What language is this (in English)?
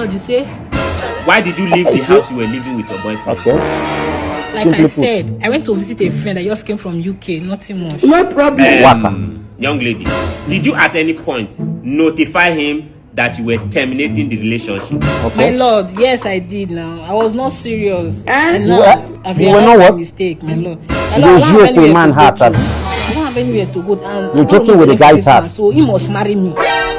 Nigerian Pidgin